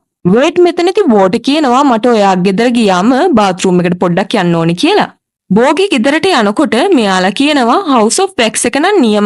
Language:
Sinhala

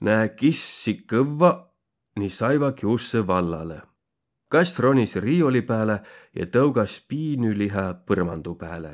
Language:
Võro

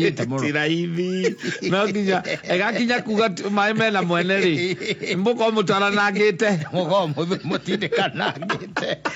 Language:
Kikuyu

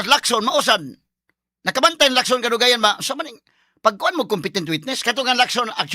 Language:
Cebuano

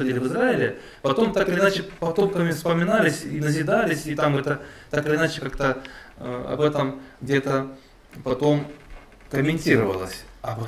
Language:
Russian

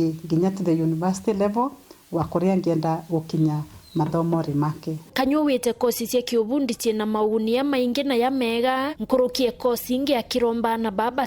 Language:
Meru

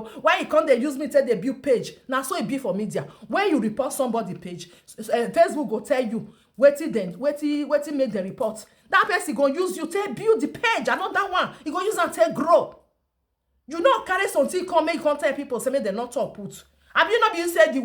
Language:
Nigerian Pidgin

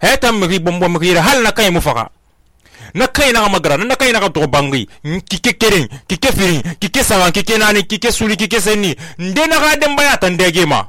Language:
Susu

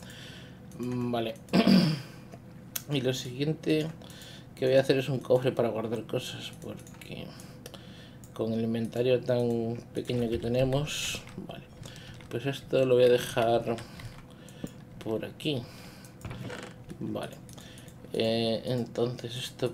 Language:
Spanish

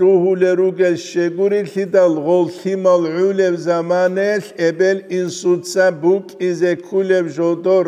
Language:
Avaric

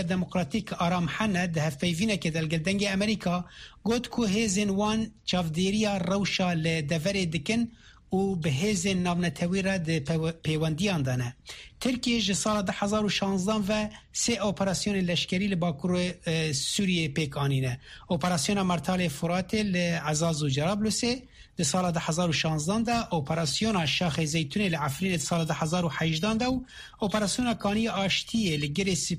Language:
Kurdish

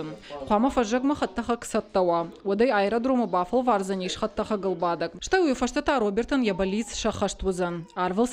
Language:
Ossetic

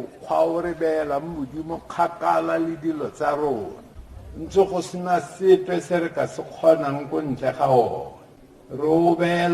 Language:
Tswana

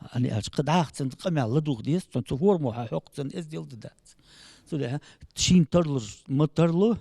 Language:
Ingush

